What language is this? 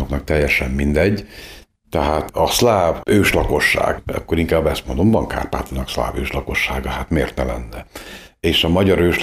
Hungarian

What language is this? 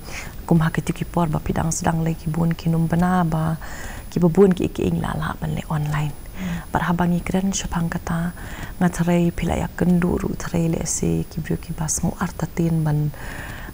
Khasi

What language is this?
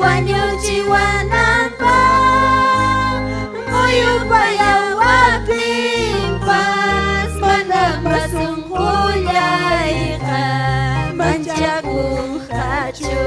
Ayacucho Quechua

